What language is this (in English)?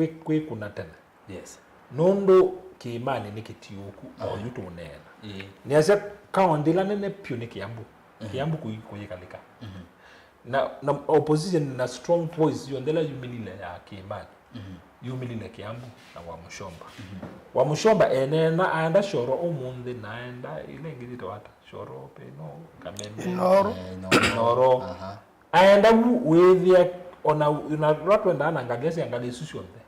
Kamba